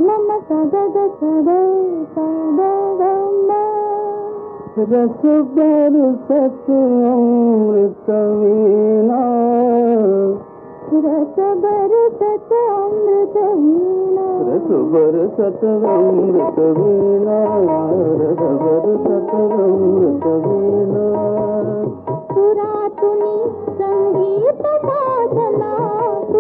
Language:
Marathi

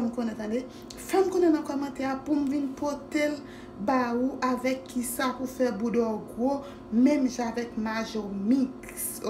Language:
Haitian Creole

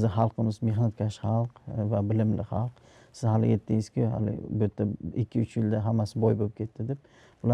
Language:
Uzbek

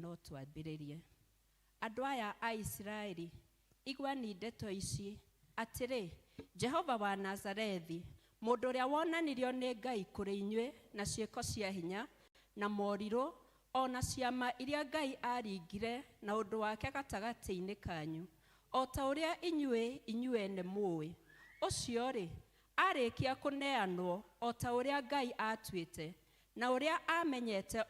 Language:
Kikuyu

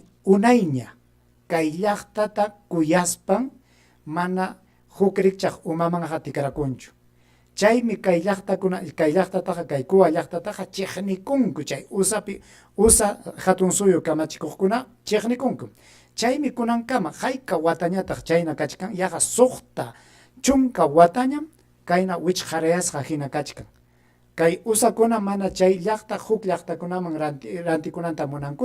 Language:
Ayacucho Quechua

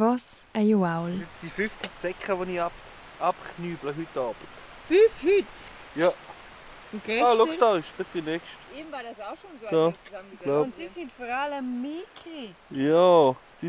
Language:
Romansh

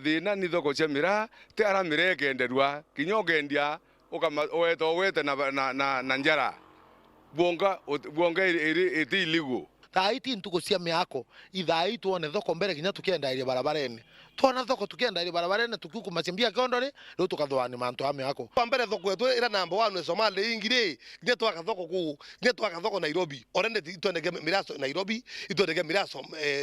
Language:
Meru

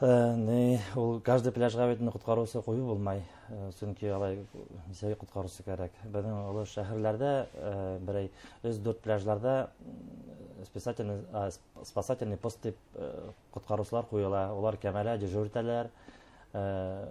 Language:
Bashkir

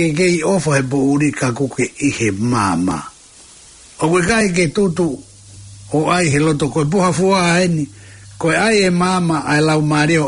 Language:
Tongan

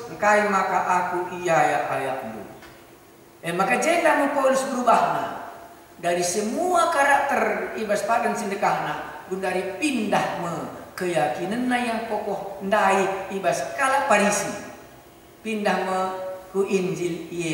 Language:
Batak Karo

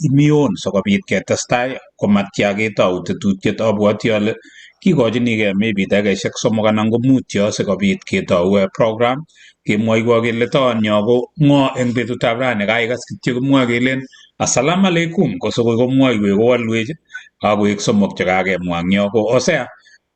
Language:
Kalenjin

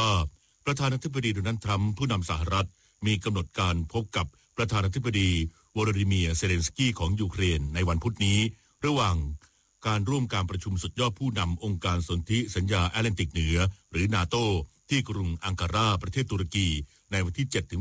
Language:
Thai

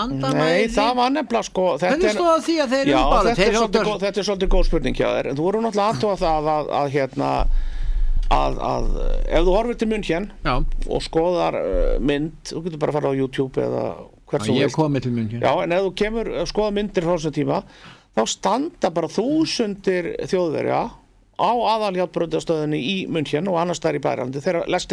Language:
Icelandic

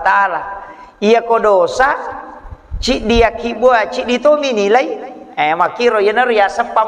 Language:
Buginese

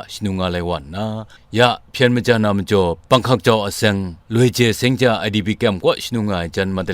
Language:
Kachin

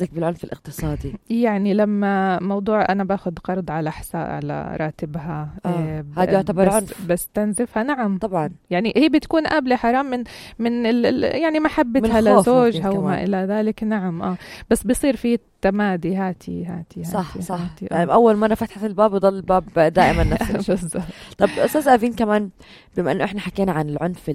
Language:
North Levantine Arabic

